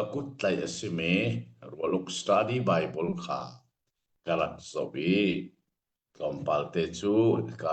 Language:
Hakha Chin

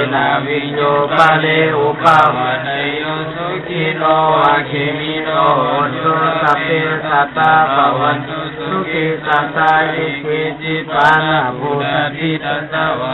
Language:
Pali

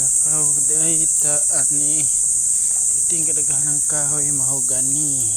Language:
Cebuano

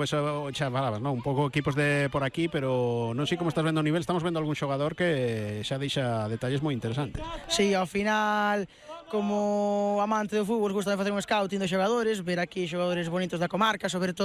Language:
Galician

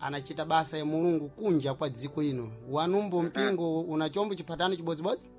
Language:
Sena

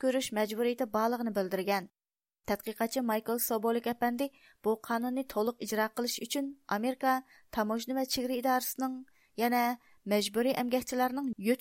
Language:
Uyghur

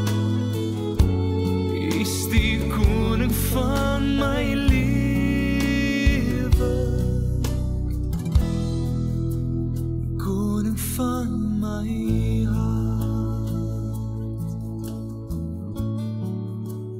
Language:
Afrikaans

